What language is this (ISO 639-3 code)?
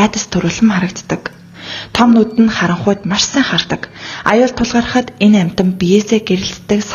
mon